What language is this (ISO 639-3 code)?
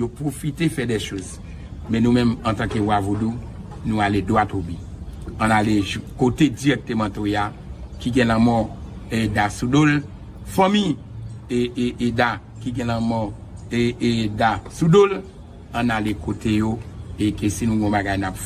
hat